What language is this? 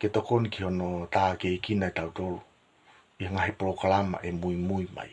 Tongan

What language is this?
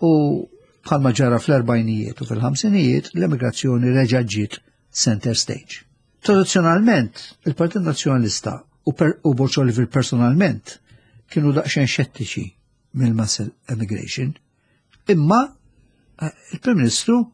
Maltese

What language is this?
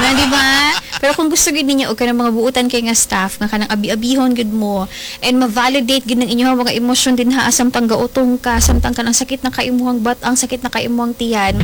Cebuano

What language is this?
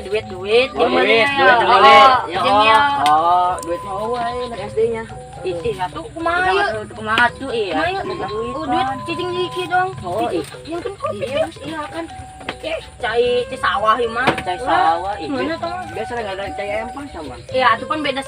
Sundanese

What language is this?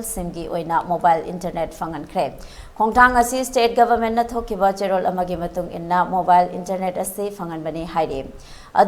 Manipuri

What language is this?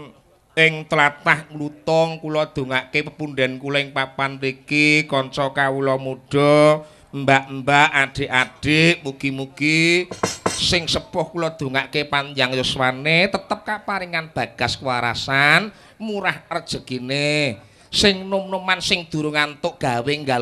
Javanese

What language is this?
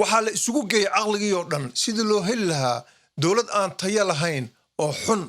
Somali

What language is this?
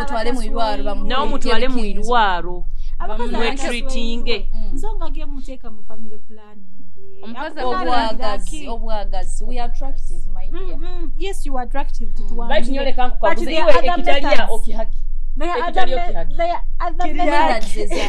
Nyoro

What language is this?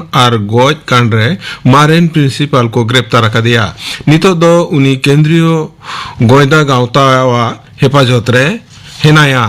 Santali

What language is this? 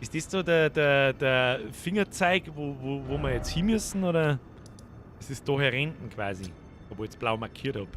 Bavarian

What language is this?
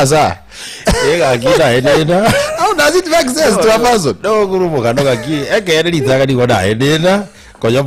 Gusii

